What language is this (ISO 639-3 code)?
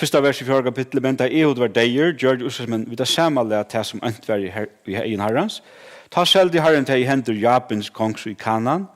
fao